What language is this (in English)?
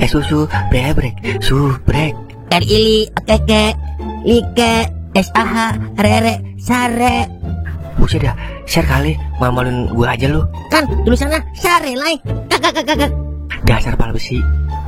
Betawi